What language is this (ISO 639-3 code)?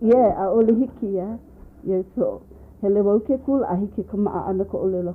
haw